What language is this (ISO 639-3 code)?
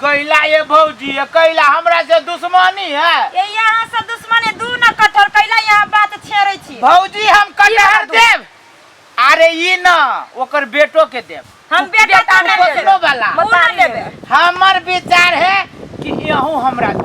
mai